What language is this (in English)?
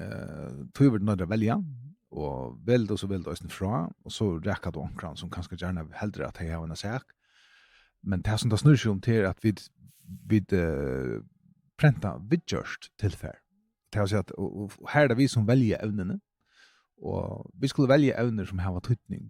Faroese